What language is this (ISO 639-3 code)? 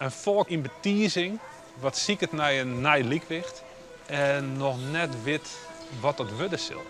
fry